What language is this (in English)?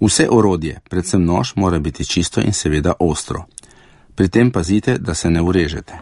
Slovenian